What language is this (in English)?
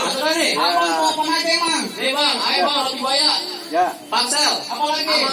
Betawi